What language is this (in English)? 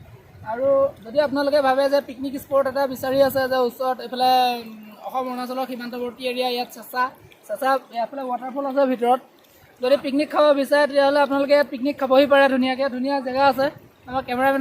Assamese